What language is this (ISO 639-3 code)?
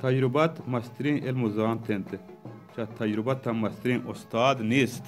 bal